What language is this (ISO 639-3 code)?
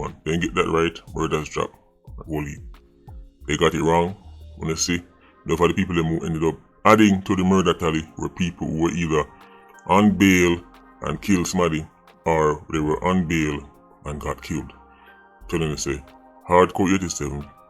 jam